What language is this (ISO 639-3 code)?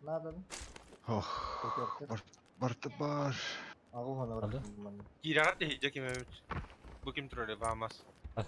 sah